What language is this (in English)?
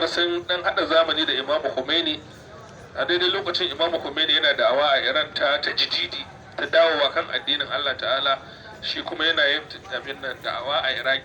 Hausa